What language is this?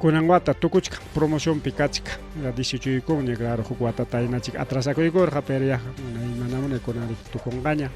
Ayacucho Quechua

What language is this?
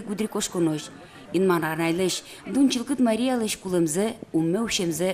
Udmurt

